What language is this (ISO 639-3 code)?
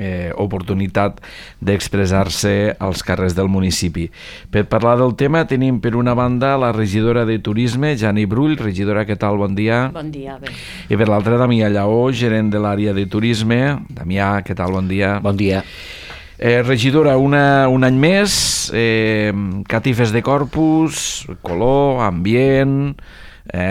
cat